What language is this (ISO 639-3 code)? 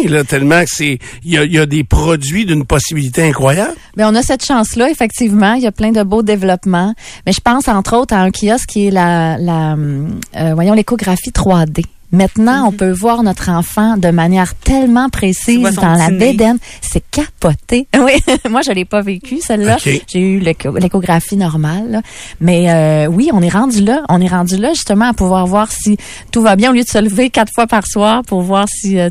fra